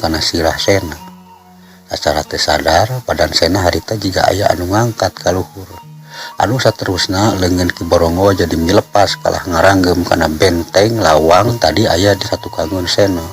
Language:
Sundanese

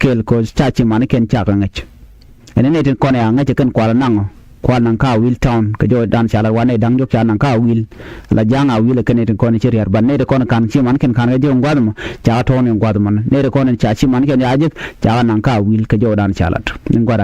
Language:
Nuer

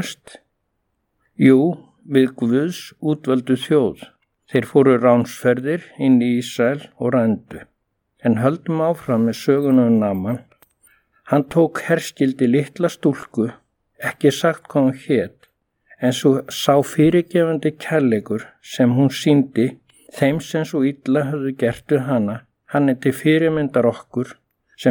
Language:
Icelandic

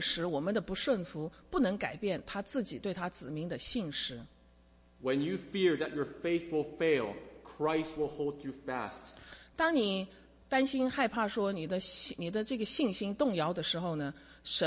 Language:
Chinese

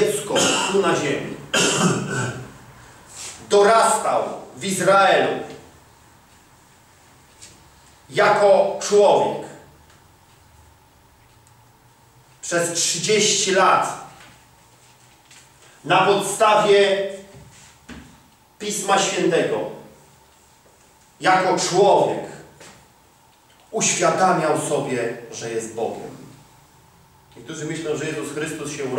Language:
Polish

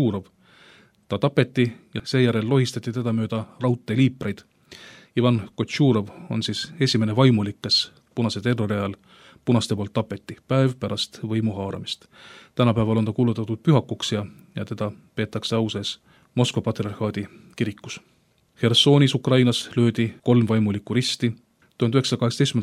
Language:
Estonian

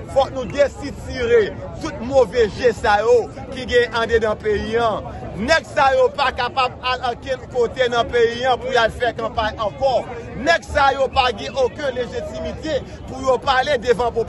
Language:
Haitian Creole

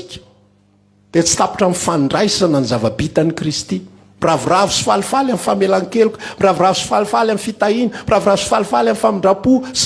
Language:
Malagasy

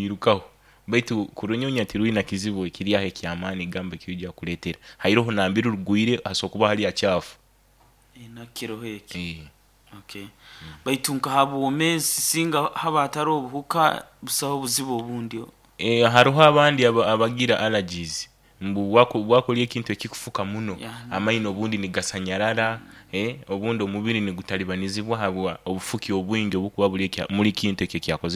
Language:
Nyoro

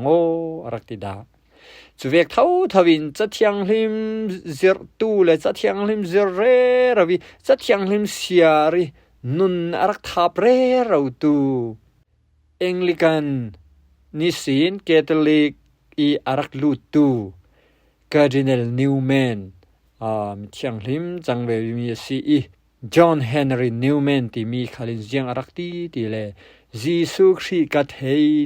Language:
Falam Chin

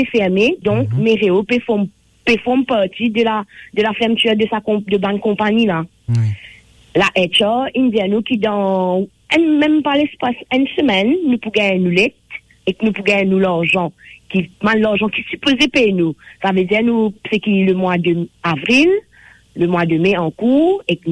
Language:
Morisyen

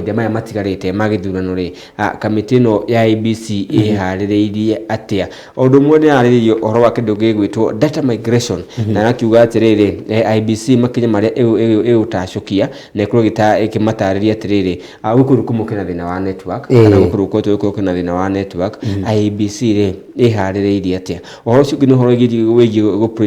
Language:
Kikuyu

